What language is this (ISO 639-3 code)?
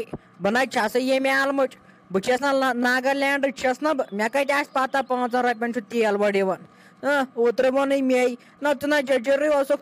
kas